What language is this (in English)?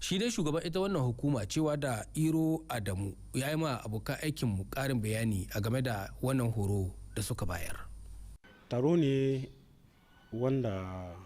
Hausa